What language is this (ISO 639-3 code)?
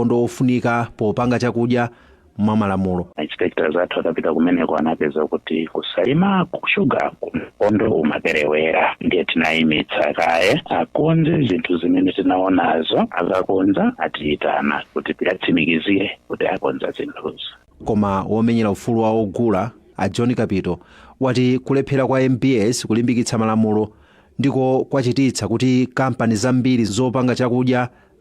nya